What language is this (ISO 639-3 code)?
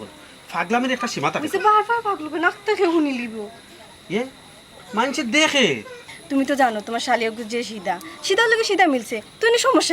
syl